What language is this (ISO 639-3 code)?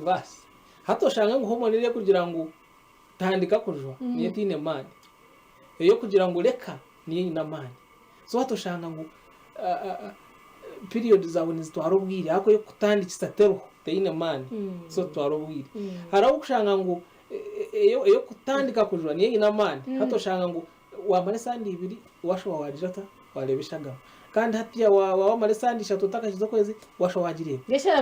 nyn